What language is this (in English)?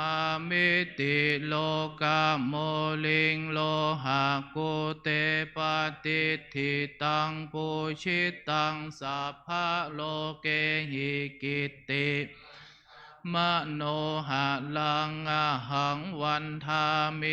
Pali